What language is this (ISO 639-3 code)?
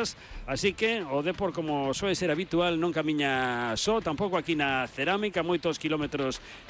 glg